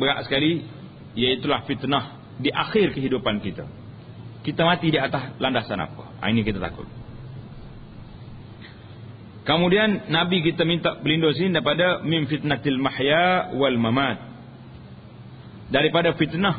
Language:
Malay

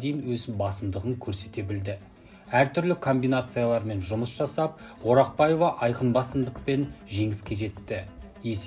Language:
Kazakh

